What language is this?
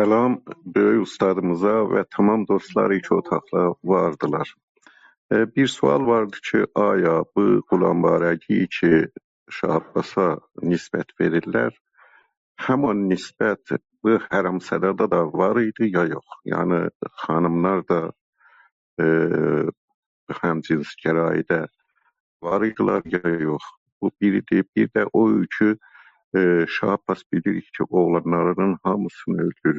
South Azerbaijani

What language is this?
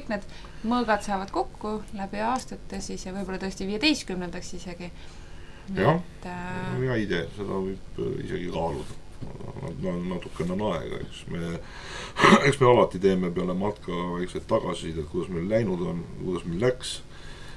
Estonian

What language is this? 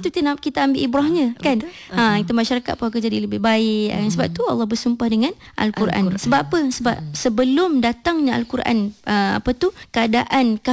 Malay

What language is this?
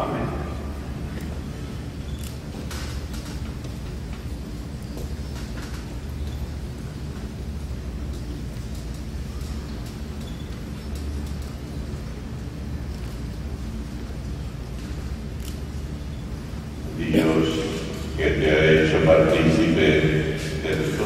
Spanish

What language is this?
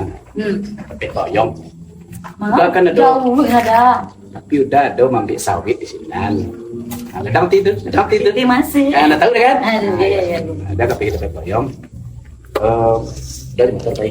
Minangkabau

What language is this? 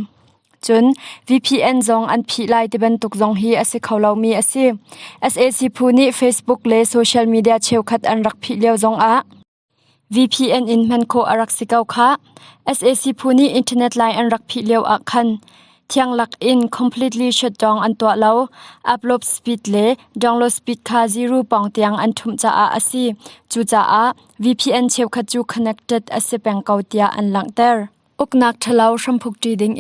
Hakha Chin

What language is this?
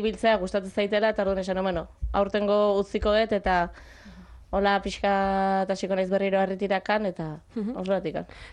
Basque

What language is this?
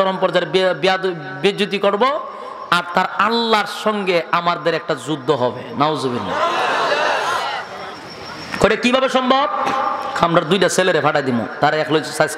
Bangla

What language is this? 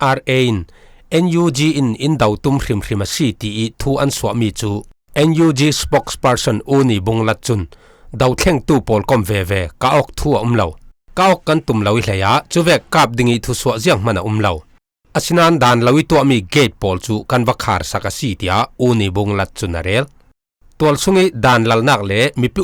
Falam Chin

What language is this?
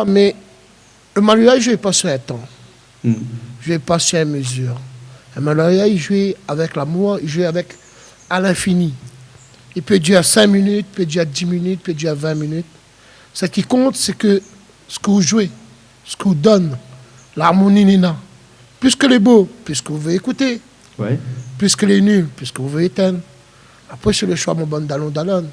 Réunion Creole French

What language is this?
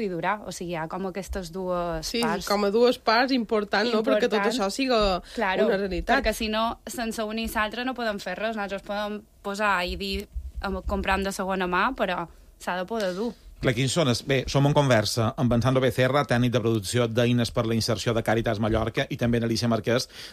Catalan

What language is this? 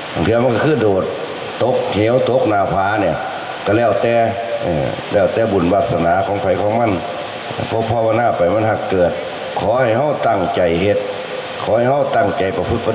Lao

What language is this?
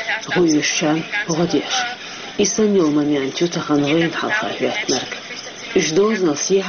Chechen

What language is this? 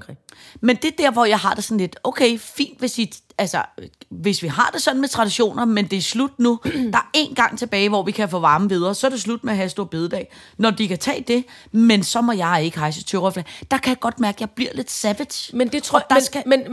Danish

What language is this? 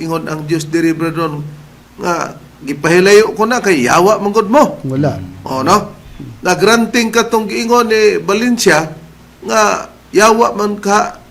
Cebuano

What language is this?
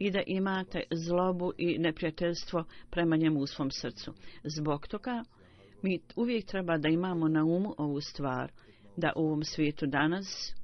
Bosnian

